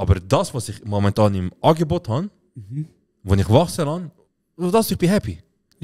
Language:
Swiss German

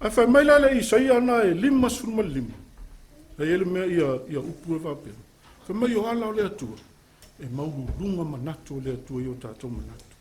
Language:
Samoan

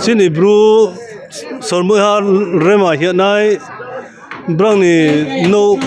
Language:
Riang (India)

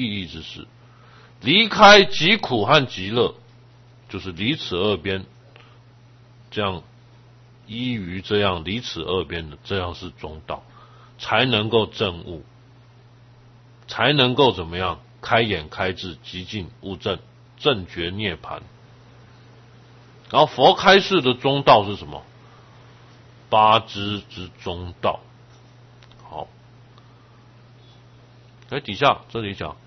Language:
Chinese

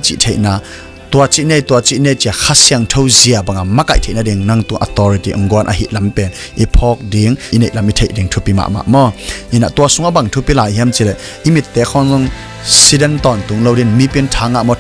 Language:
Tedim Chin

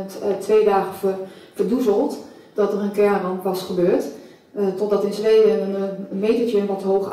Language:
Dutch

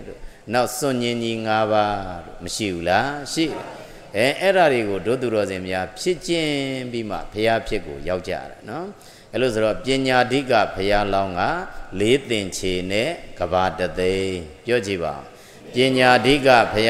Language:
Burmese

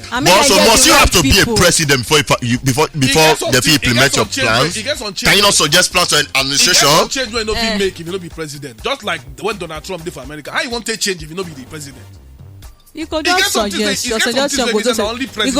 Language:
Nigerian Pidgin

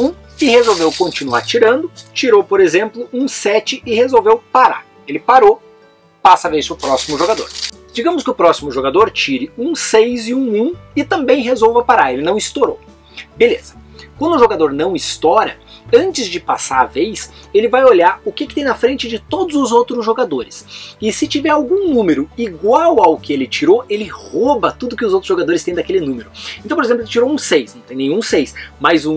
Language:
Portuguese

